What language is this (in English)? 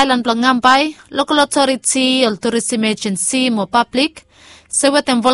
Bislama